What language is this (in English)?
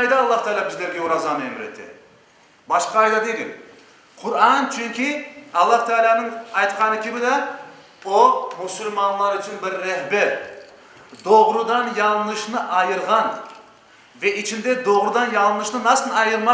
Crimean Tatar